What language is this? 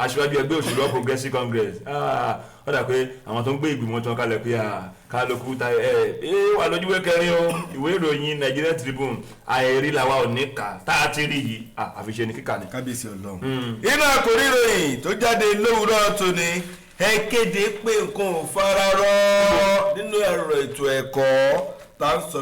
Yoruba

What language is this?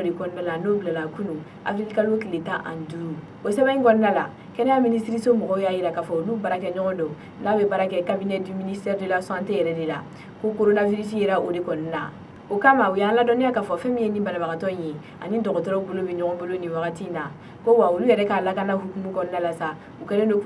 Bambara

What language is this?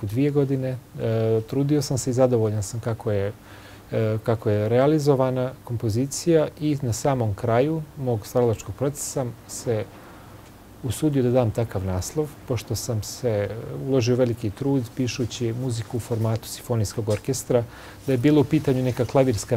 Bosnian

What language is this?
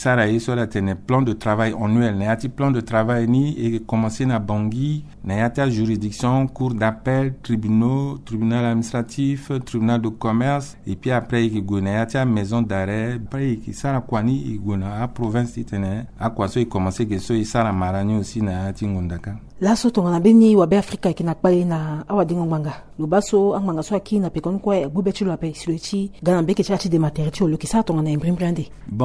Sango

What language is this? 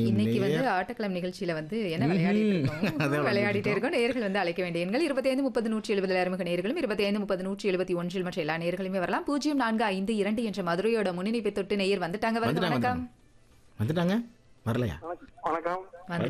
Tamil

